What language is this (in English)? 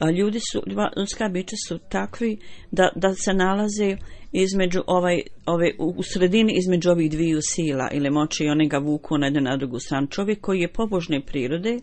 Bosnian